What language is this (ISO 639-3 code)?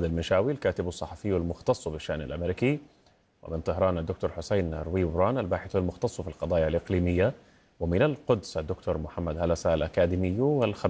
ara